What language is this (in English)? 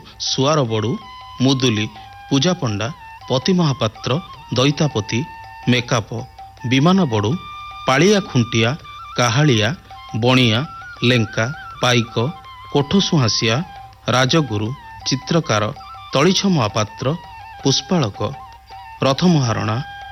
Odia